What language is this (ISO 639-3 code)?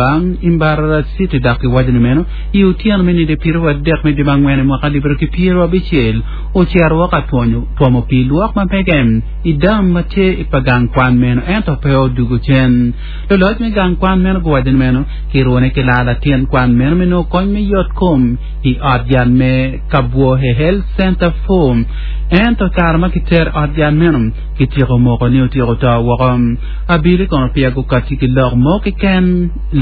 ach